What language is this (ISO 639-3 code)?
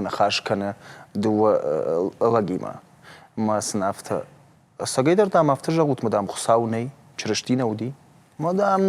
oss